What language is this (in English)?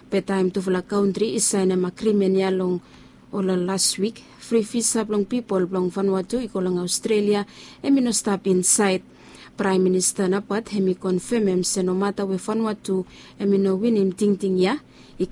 Bislama